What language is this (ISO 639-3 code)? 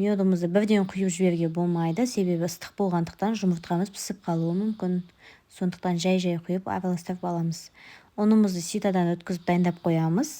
kaz